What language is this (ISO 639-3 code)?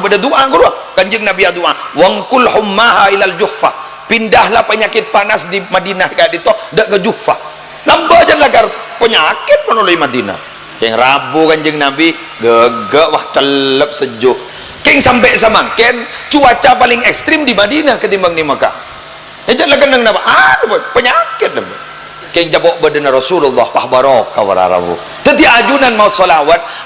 mad